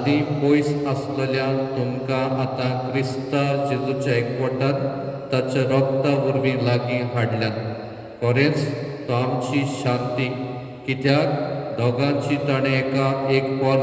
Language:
Konkani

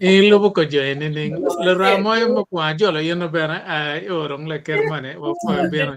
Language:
Acoli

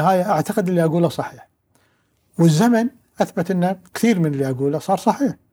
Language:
Gulf Arabic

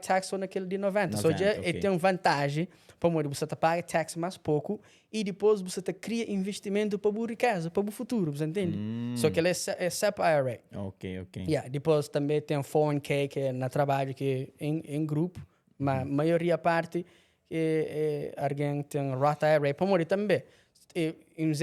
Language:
Kabuverdianu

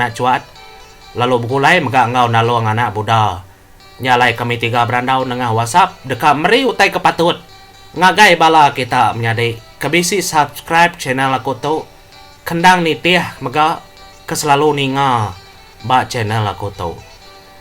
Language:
Iban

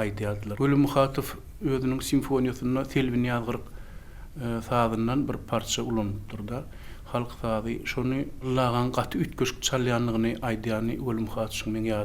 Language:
Turkmen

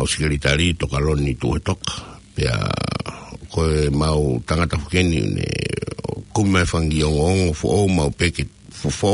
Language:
Tongan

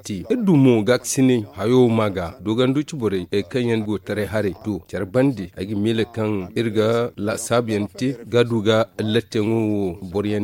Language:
Zarma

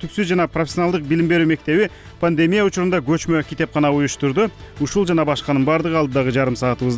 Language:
Kyrgyz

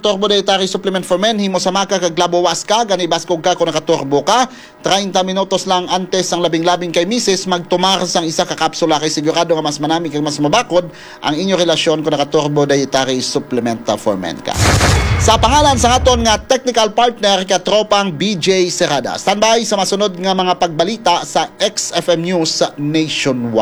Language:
Hiligaynon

